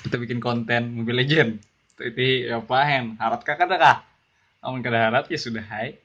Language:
Banjar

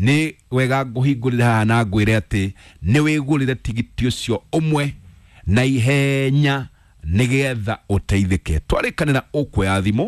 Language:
Kikuyu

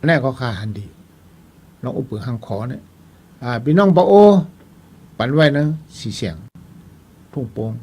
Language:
Shan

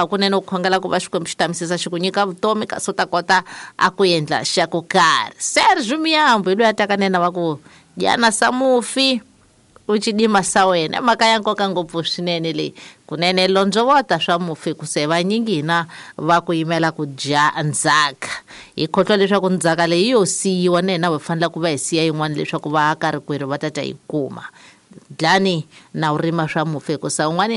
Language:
Tsonga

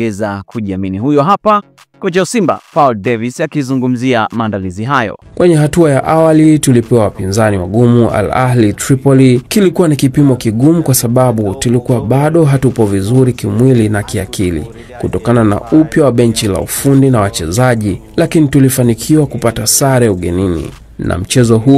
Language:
Swahili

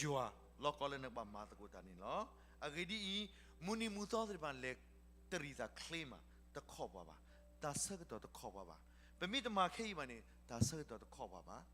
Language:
S'gaw Karen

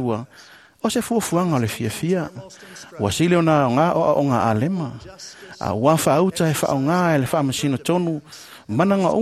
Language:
Samoan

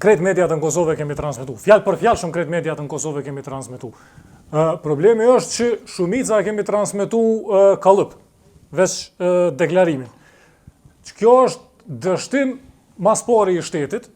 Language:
Albanian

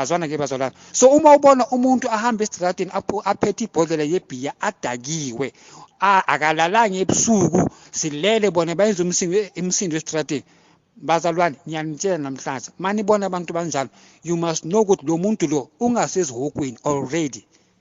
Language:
Zulu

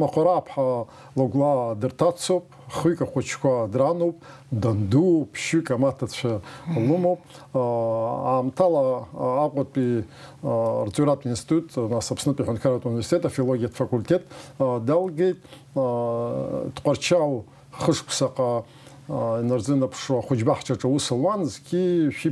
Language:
Abkhazian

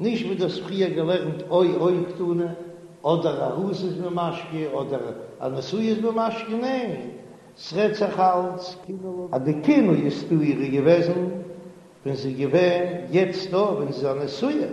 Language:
Yiddish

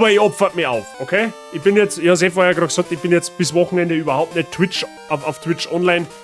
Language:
Bavarian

